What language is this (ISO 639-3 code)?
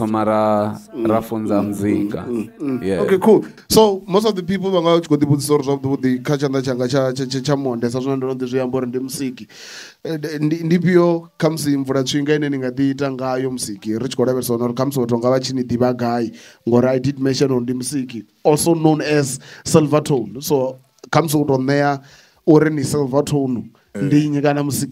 ven